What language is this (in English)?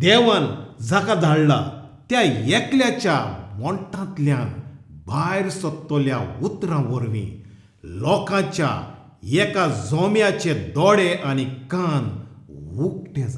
Konkani